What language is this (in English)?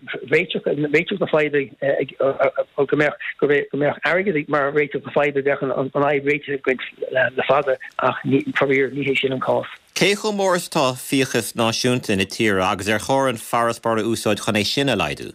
Irish